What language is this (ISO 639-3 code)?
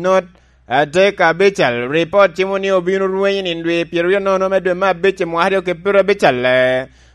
laj